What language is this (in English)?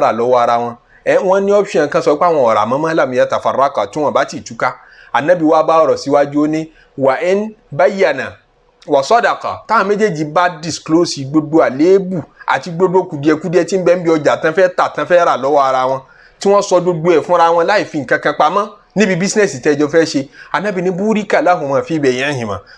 Yoruba